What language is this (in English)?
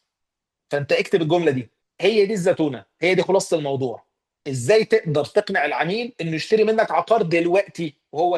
Egyptian Arabic